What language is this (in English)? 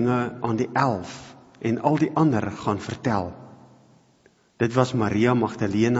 Afrikaans